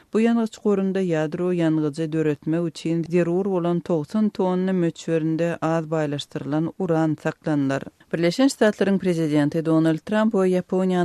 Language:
Turkmen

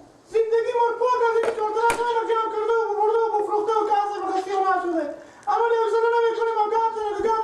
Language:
Persian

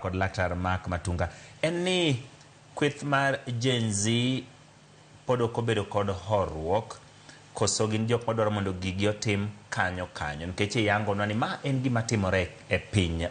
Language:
Luo (Kenya and Tanzania)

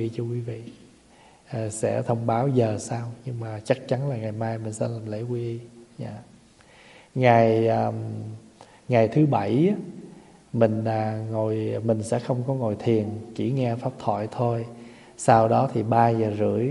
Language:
Vietnamese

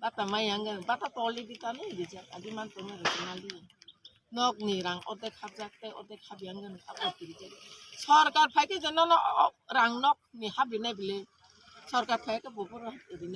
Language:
Kok Borok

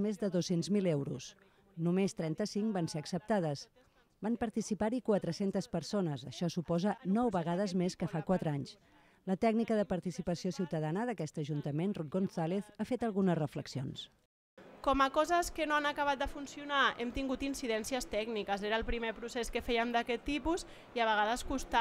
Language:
Catalan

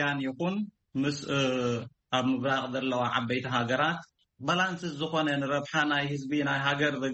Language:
Tigrinya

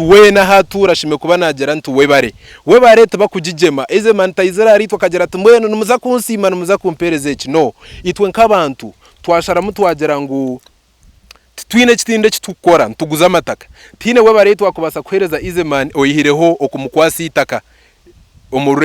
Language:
Nyankole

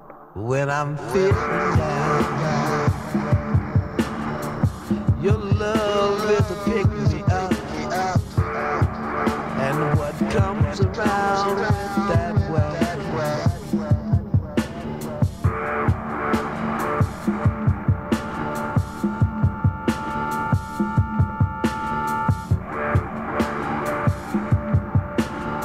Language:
Serbian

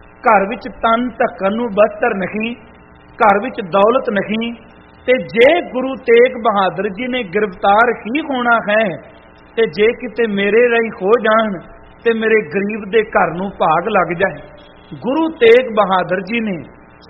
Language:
Punjabi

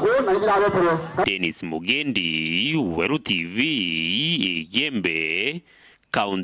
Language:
Meru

